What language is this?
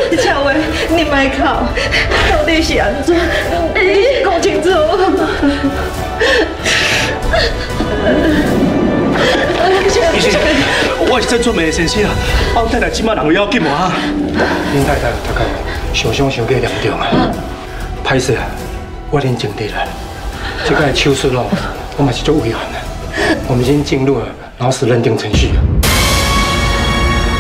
Min Nan Chinese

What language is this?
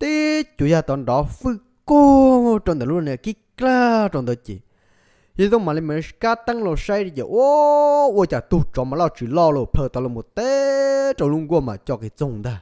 Hmong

